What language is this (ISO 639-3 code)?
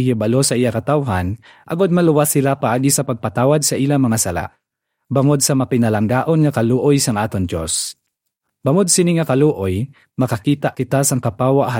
hil